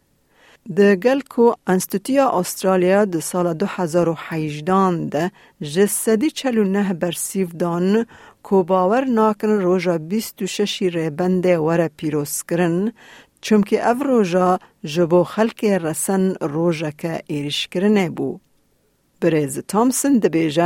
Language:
Kurdish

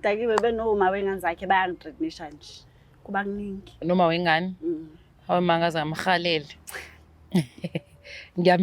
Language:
Zulu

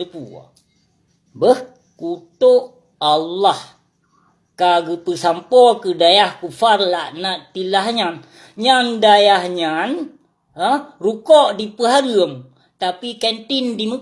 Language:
Achinese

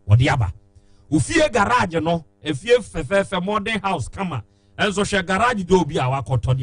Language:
Akan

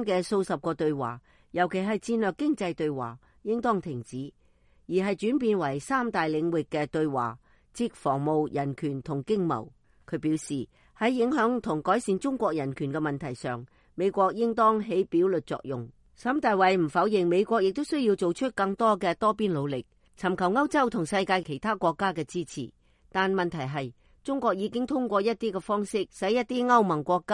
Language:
Cantonese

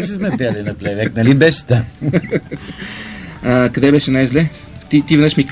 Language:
Bulgarian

